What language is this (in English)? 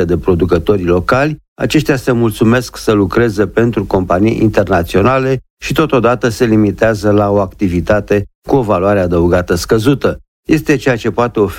Romanian